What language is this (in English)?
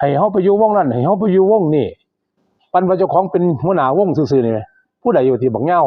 Northeastern Thai